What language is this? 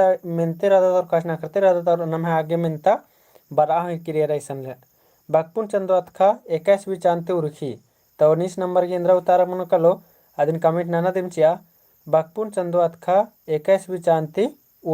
Kurukh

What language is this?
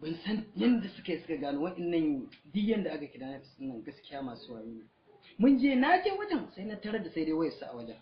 Hausa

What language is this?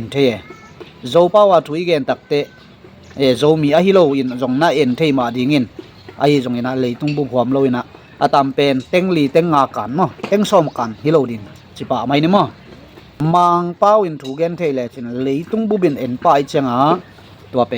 Tedim Chin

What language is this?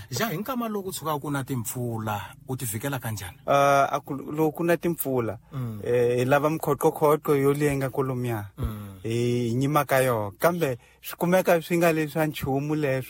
Tsonga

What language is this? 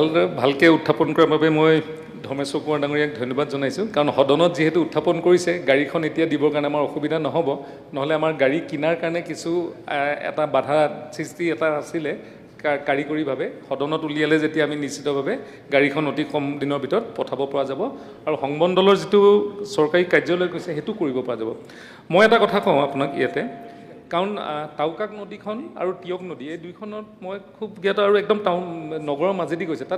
Assamese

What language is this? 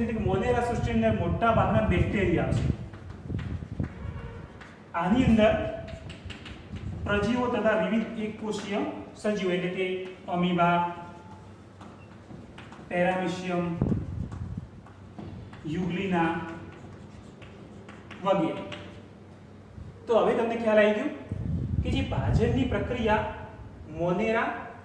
Gujarati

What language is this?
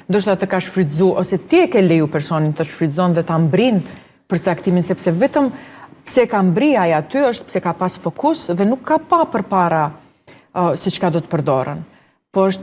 Albanian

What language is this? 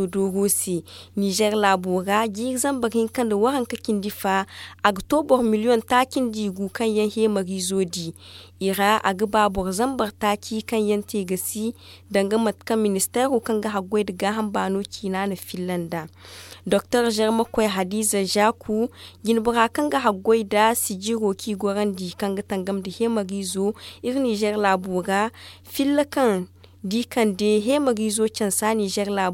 Zarma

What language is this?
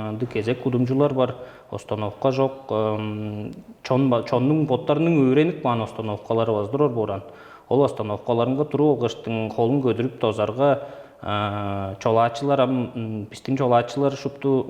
Tuvinian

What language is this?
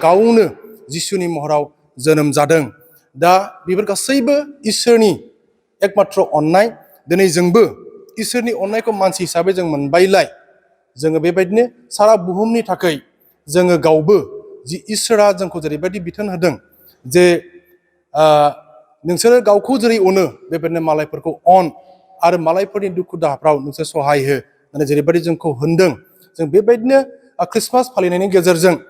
Bodo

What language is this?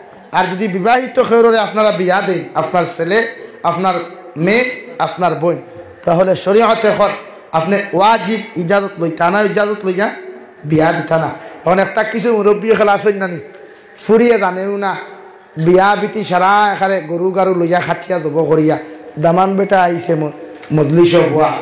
Sylheti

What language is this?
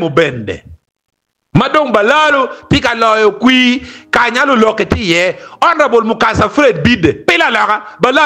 Acoli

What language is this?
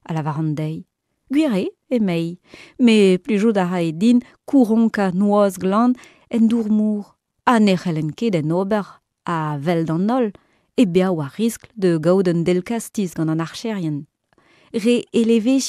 Breton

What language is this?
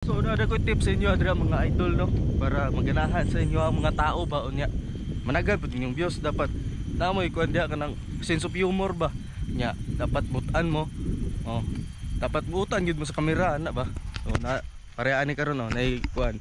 Cebuano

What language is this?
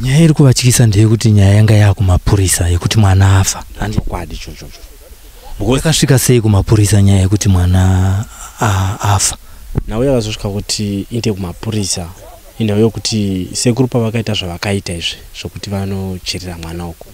Shona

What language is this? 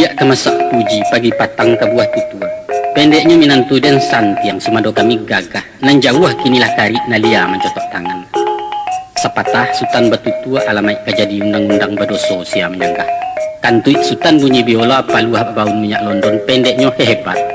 Minangkabau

